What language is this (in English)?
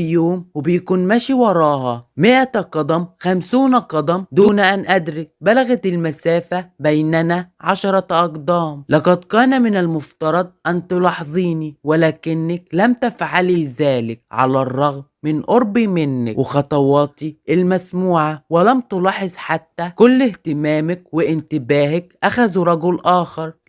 Egyptian Arabic